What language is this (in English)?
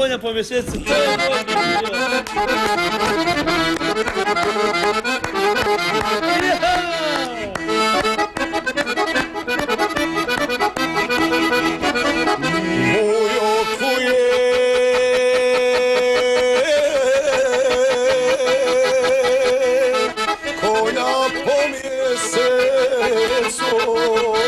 Croatian